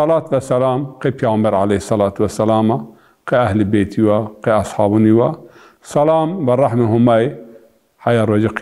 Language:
Zaza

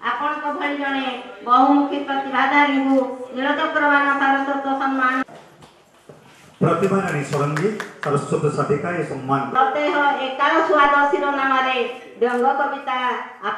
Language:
Odia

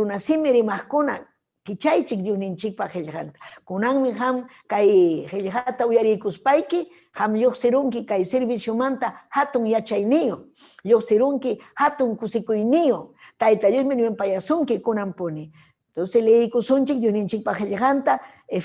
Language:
Ayacucho Quechua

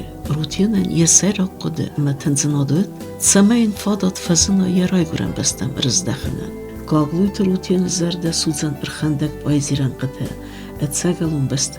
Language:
Ossetic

